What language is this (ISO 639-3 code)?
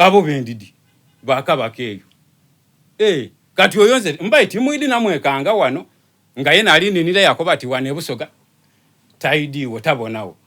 xog